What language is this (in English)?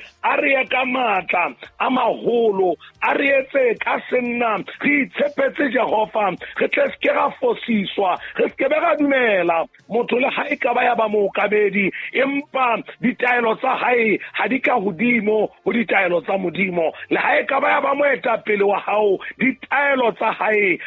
Southern Sotho